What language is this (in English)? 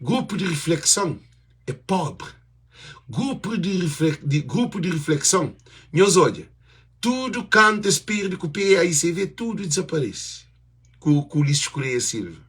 Kabuverdianu